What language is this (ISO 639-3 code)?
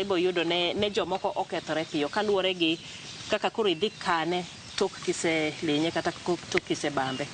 luo